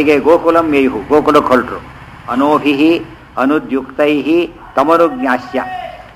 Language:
Kannada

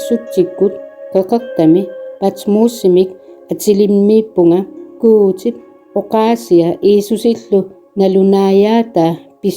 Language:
Kalaallisut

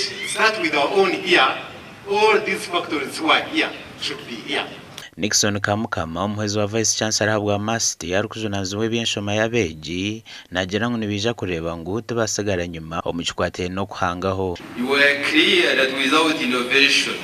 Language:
Nyankole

